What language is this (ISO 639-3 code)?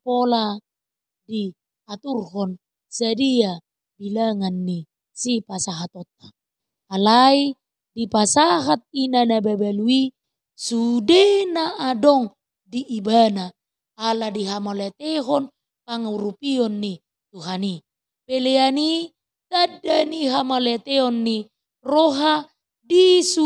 bbc